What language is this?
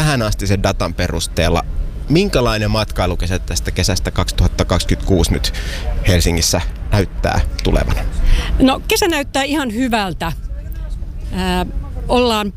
Finnish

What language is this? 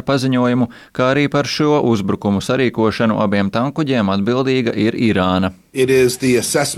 Latvian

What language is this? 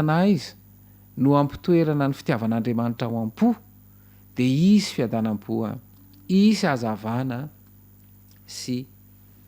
Malagasy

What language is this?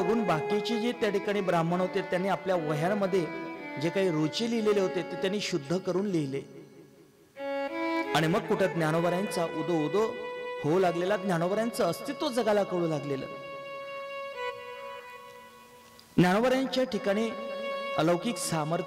Marathi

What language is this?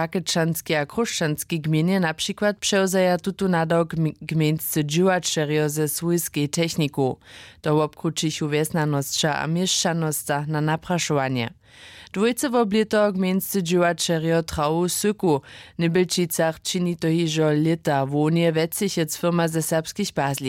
Upper Sorbian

